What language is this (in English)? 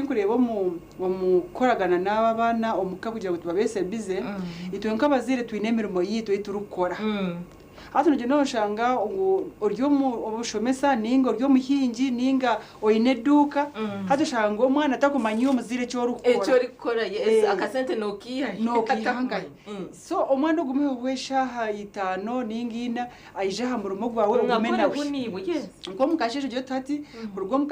Nyankole